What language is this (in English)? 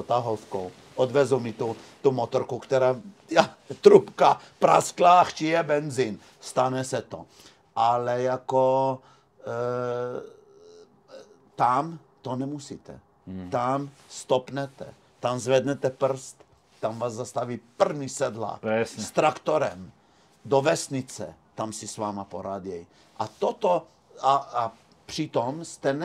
Czech